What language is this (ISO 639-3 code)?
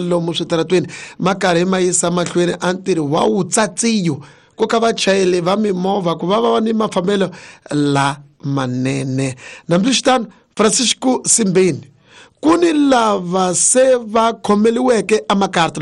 tso